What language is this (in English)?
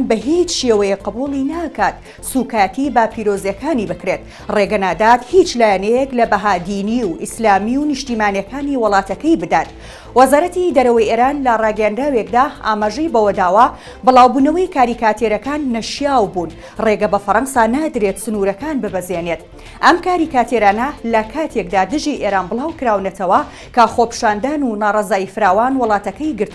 Central Kurdish